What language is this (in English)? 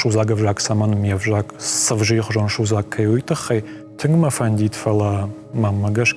Ossetic